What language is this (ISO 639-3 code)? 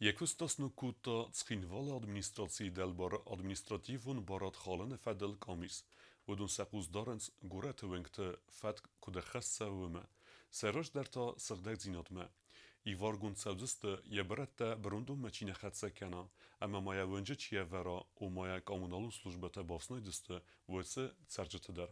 oss